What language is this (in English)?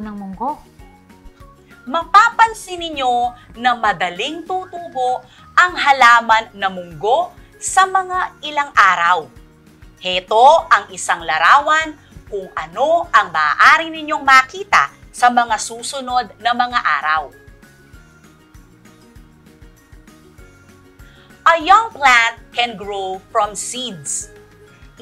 Filipino